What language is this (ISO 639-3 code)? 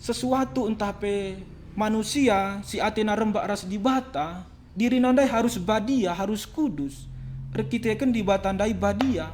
btx